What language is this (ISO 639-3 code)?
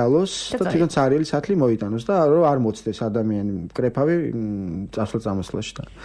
kat